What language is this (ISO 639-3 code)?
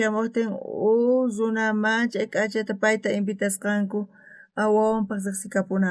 quh